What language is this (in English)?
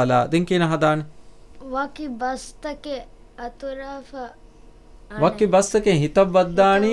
Divehi